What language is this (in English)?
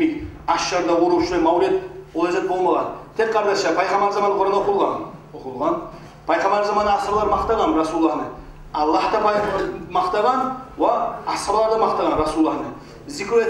Kumyk